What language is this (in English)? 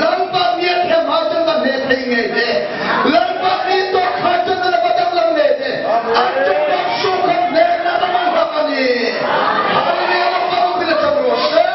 Hmar